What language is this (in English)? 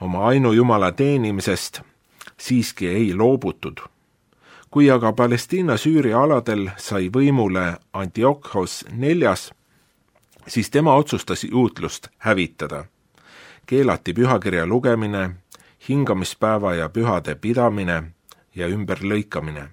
Estonian